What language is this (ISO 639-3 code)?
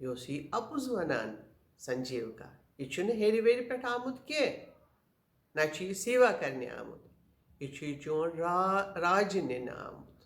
kas